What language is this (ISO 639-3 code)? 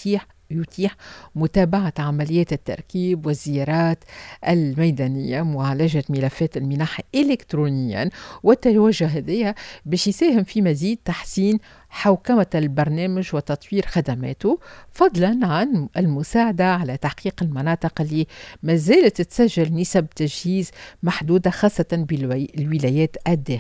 aeb